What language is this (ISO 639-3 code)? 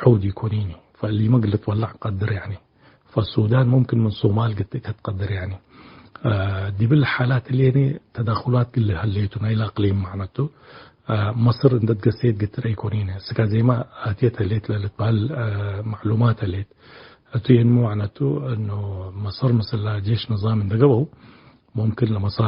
tig